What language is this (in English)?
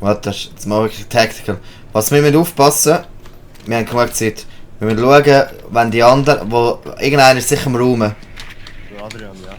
Swiss German